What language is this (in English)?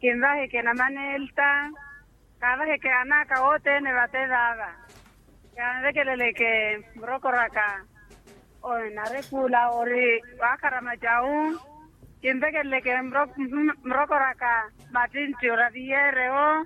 Makhuwa